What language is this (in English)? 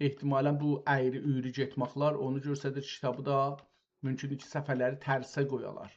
South Azerbaijani